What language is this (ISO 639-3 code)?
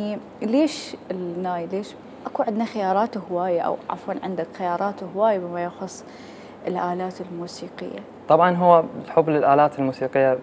acm